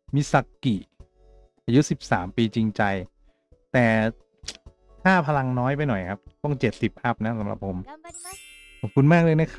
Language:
Thai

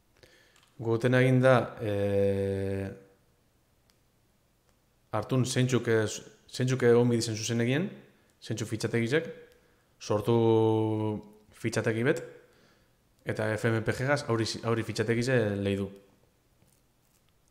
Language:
Basque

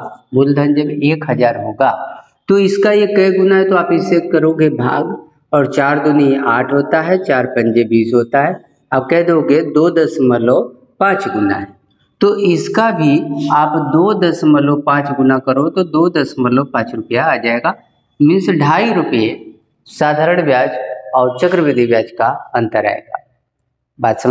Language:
Hindi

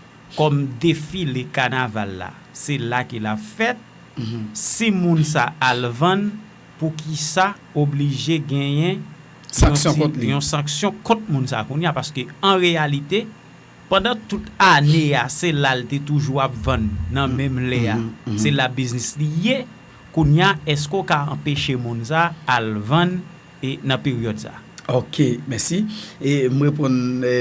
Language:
Haitian Creole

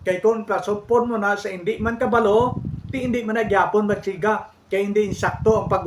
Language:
Hiligaynon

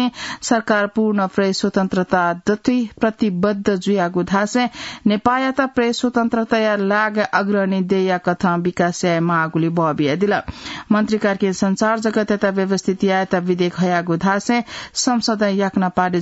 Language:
Newari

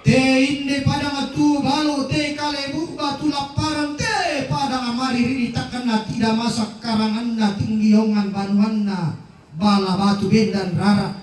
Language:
Toraja-Sa'dan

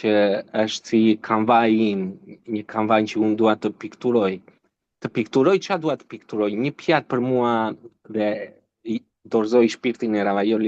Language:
Albanian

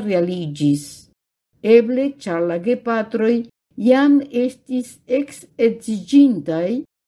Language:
Esperanto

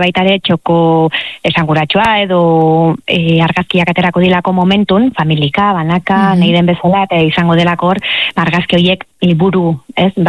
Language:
Basque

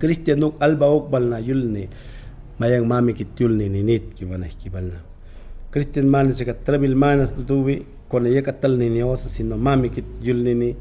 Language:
Mayangna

